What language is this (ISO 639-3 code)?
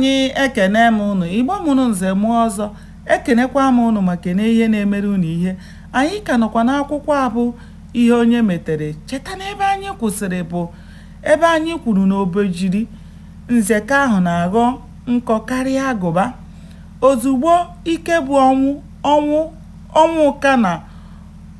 ibo